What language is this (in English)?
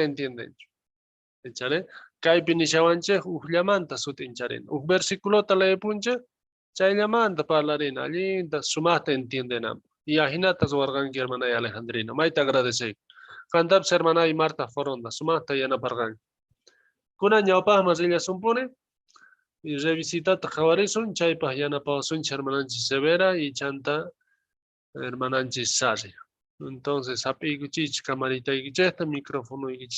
South Bolivian Quechua